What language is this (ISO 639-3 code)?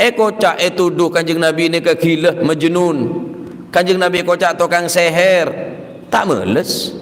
mad